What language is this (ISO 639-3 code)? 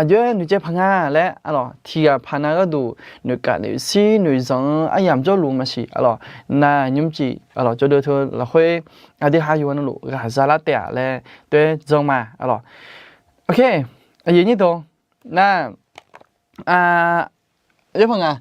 ahk